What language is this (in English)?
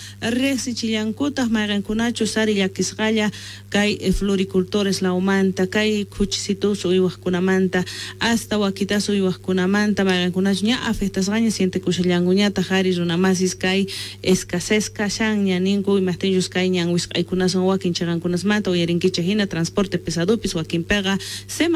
Quechua